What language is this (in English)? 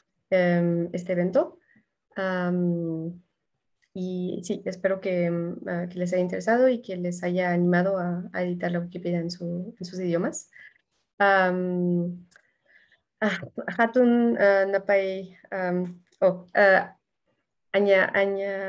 Quechua